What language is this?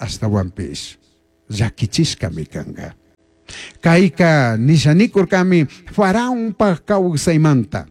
Chimborazo Highland Quichua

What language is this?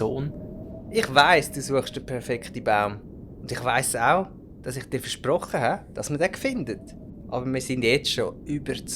Swiss German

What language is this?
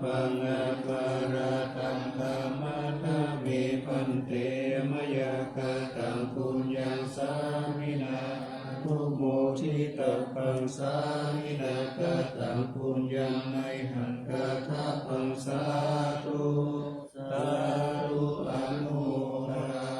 Pali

